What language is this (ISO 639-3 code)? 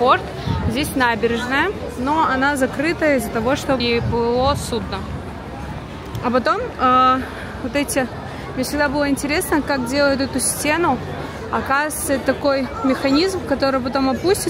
rus